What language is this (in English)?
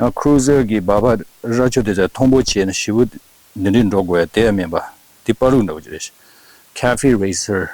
Tibetan